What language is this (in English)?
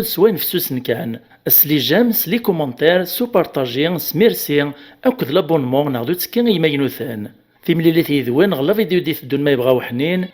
Kabyle